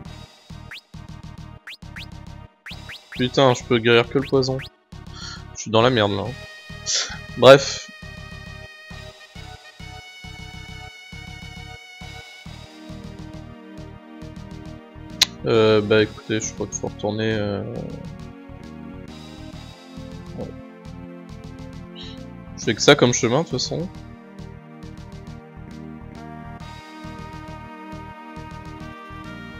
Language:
French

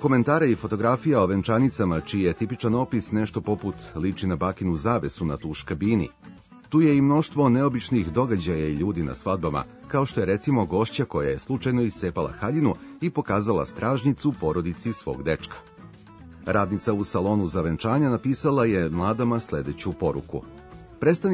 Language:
Serbian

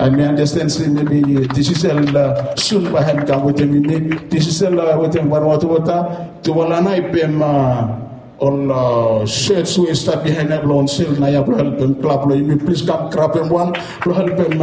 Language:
Bislama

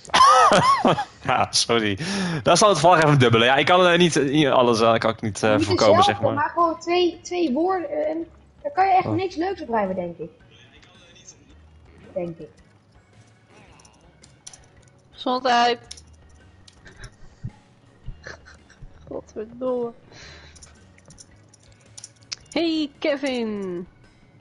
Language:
Dutch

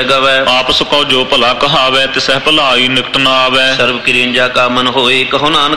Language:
Punjabi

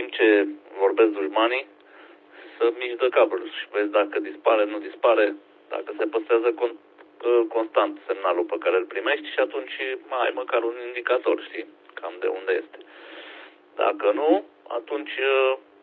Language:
Romanian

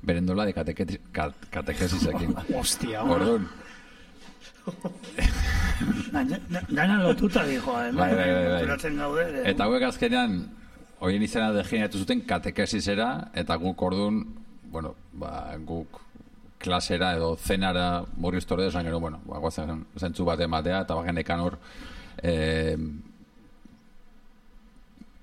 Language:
Basque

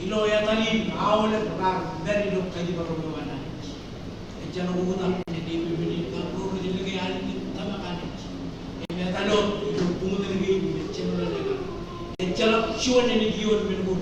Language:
Marshallese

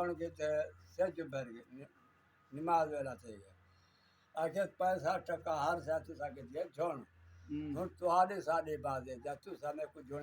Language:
Saraiki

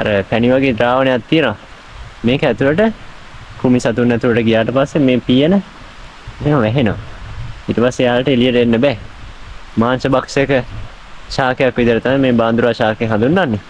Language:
Sinhala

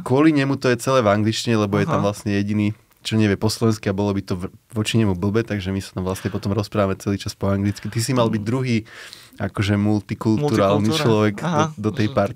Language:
Slovak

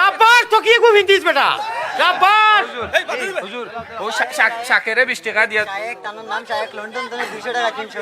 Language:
Sylheti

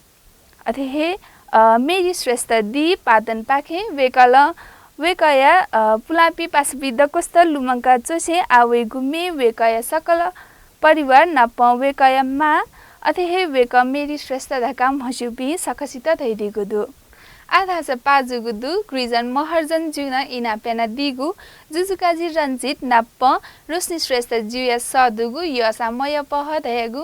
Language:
Newari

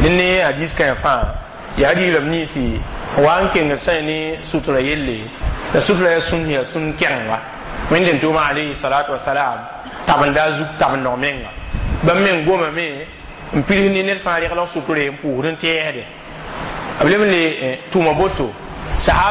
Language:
Mossi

